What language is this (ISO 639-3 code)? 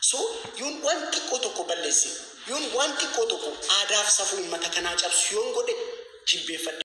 orm